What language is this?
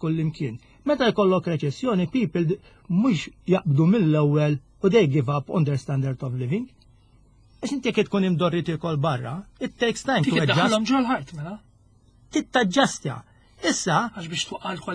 Maltese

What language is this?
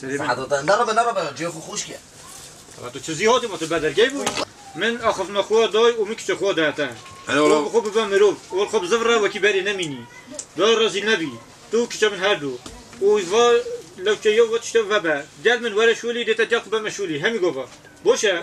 Kurdish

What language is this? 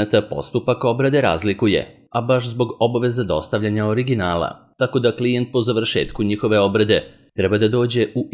Serbian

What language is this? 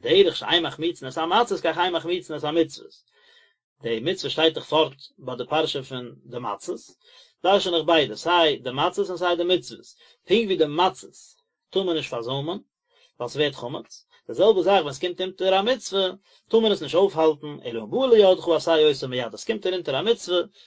Yiddish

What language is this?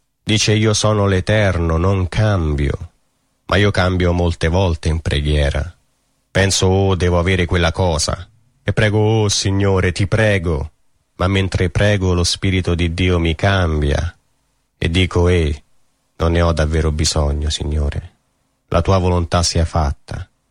Italian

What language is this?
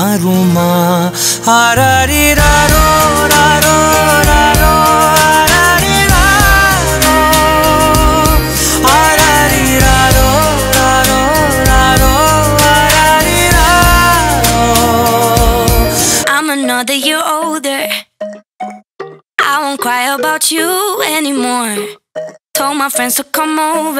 Tamil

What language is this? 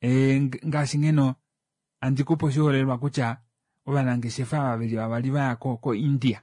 Kuanyama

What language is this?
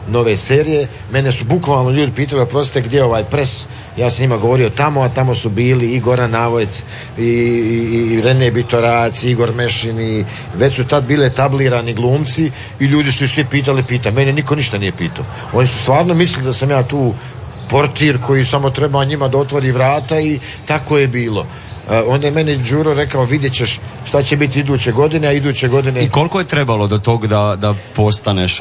Croatian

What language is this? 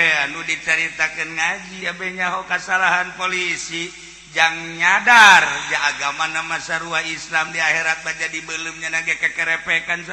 Sundanese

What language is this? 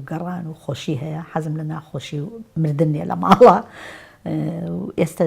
Central Kurdish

